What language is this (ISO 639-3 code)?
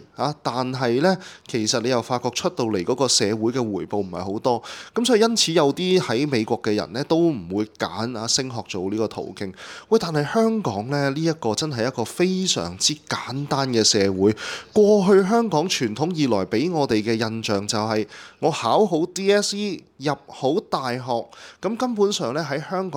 yue